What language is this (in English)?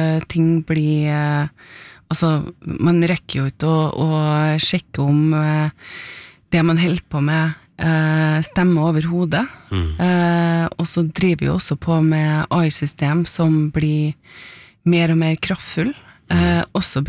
Norwegian